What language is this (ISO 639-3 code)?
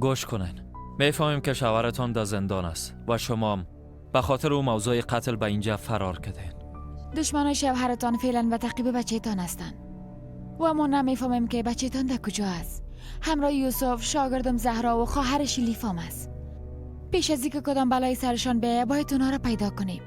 fas